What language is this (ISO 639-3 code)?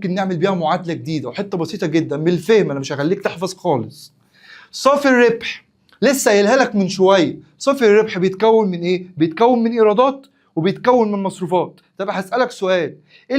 arz